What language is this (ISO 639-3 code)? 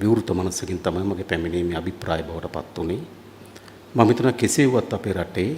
sin